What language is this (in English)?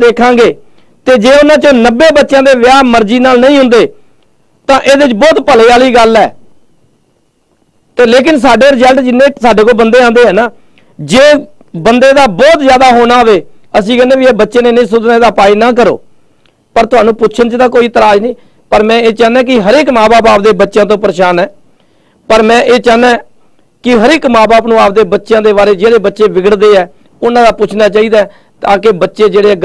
Punjabi